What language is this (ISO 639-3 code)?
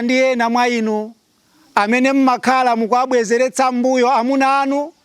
nya